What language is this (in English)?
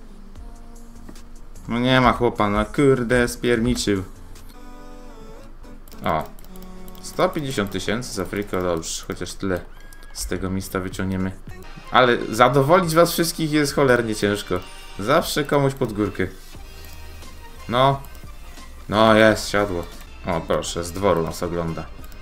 Polish